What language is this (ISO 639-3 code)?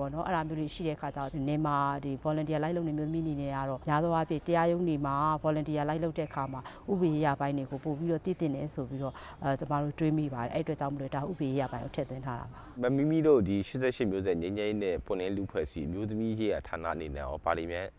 mya